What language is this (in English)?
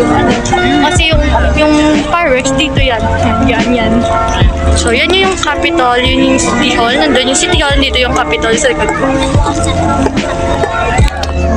Filipino